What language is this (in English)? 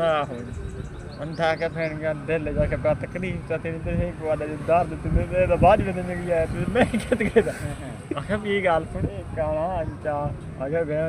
Saraiki